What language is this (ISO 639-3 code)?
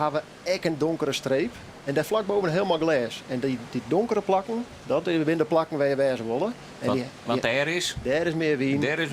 fry